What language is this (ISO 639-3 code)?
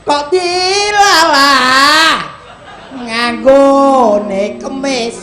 jav